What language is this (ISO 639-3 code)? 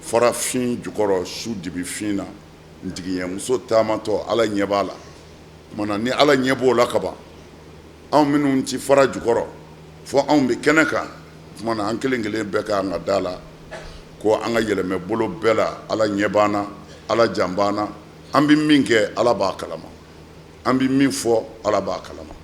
bam